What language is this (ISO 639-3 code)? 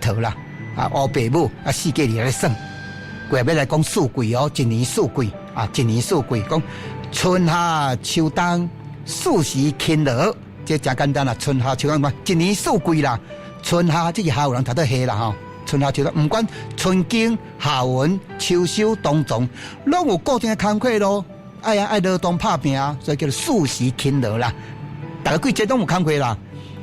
nan